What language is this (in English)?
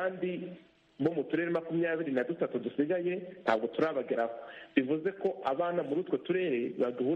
Kinyarwanda